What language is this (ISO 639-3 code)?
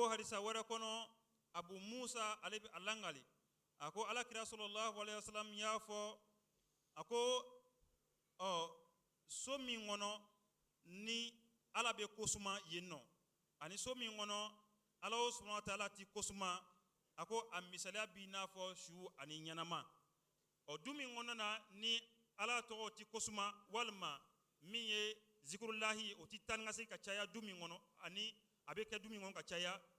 bam